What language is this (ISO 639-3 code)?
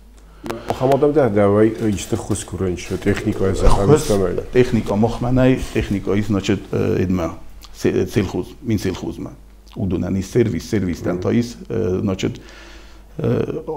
oss